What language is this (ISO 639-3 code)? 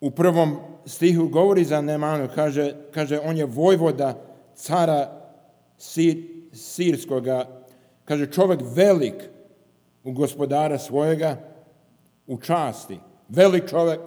srp